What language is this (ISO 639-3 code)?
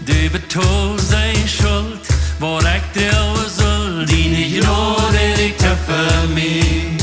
pdt